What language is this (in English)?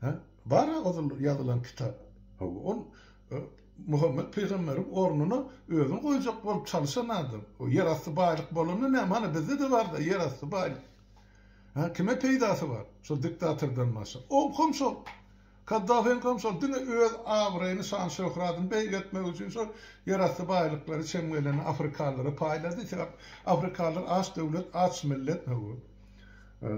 Turkmen